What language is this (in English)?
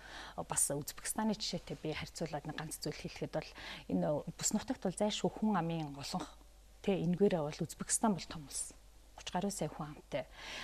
Mongolian